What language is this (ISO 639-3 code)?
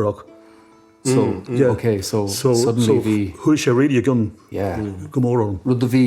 gle